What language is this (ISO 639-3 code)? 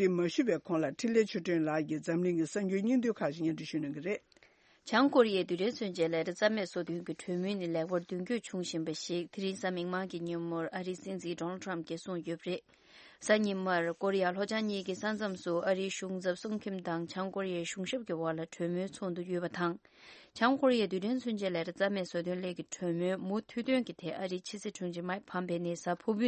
bod